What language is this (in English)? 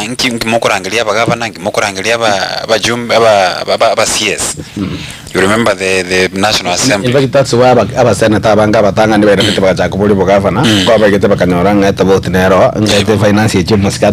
Gusii